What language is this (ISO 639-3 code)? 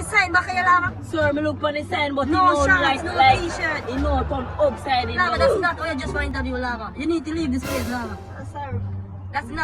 jam